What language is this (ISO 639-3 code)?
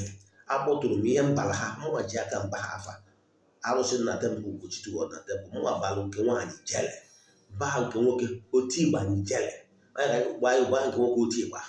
ibo